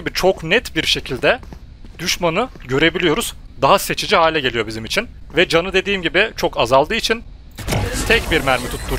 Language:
Turkish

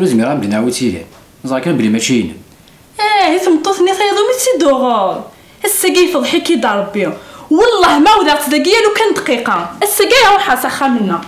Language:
Kabyle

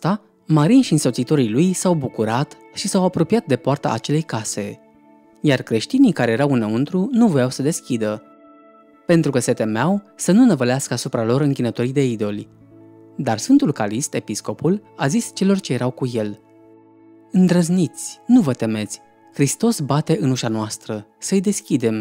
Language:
Romanian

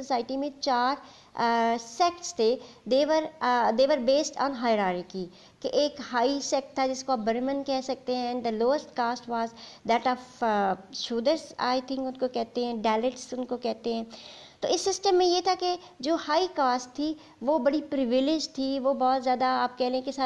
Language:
Urdu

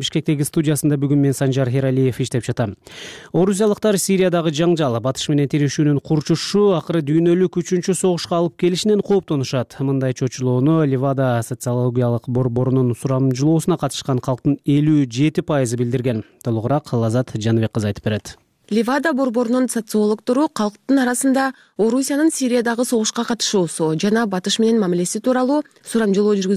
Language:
Kyrgyz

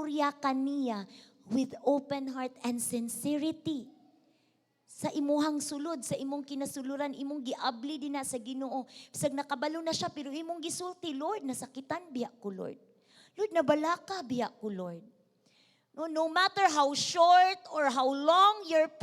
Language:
Cebuano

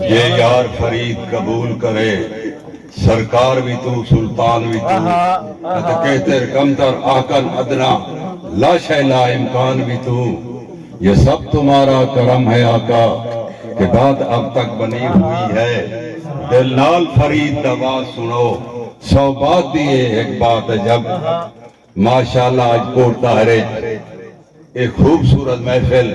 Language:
Saraiki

